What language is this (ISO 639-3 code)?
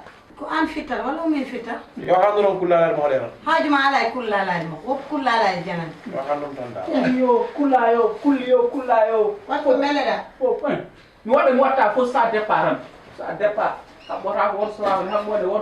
ful